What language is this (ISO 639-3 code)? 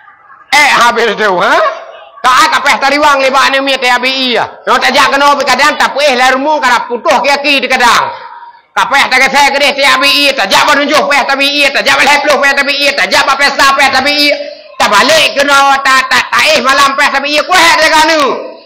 ace